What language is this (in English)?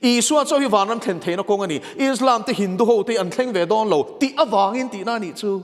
Mizo